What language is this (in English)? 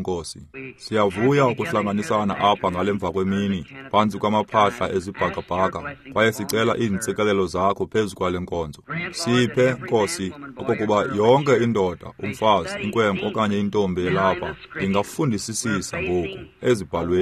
Xhosa